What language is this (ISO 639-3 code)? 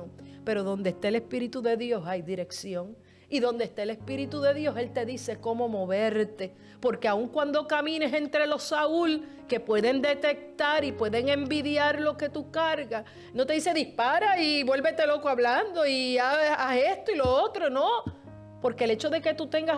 spa